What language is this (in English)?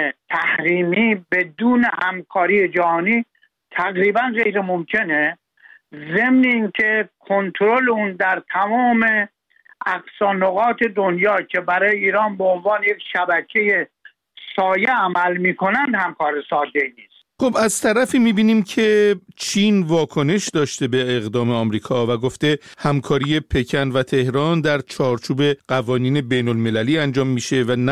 Persian